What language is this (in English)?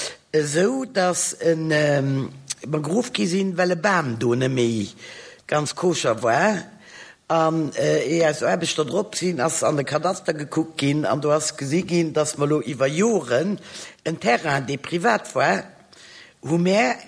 Luxembourgish